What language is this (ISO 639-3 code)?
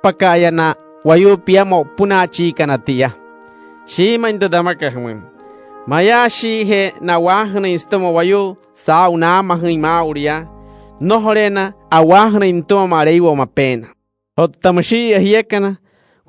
guc